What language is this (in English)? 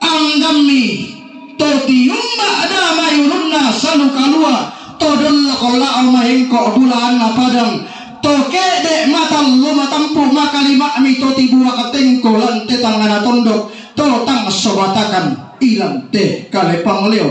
Toraja-Sa'dan